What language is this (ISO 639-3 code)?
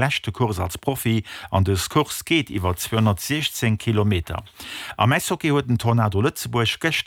ltz